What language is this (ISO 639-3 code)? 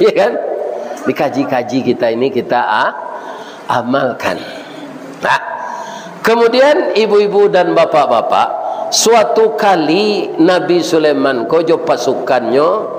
min